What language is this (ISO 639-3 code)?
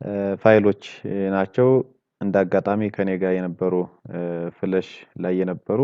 amh